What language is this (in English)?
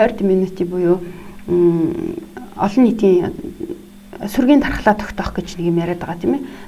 Mongolian